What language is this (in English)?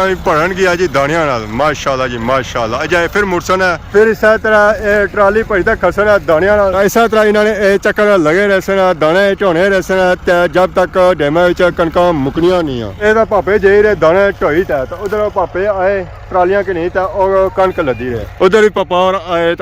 Pahari-Potwari